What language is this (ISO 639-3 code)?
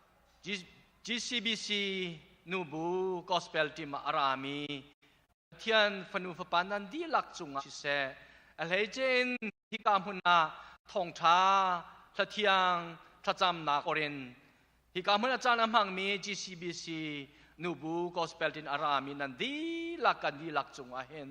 cnh